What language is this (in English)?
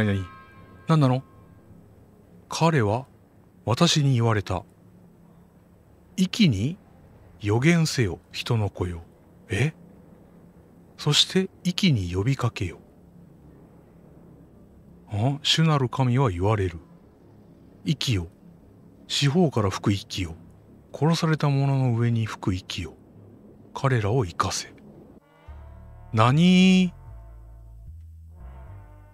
Japanese